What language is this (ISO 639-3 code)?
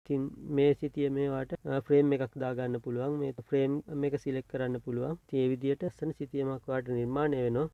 sin